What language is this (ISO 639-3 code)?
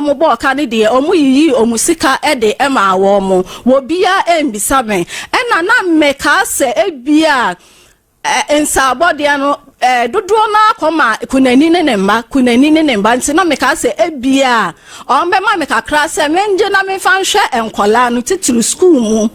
aka